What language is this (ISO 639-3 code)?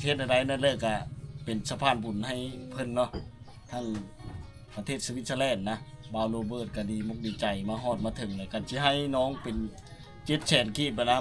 lao